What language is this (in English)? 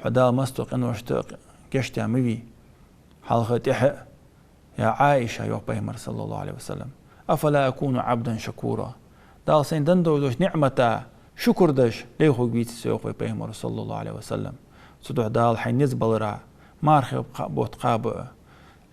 Ingush